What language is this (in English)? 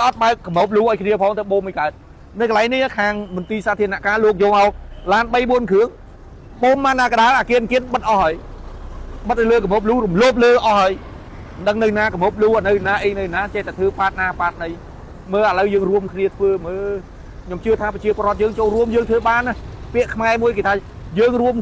Khmer